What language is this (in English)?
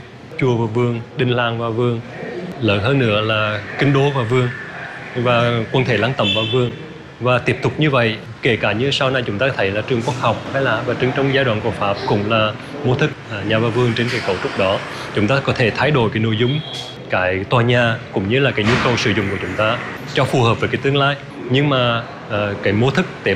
Vietnamese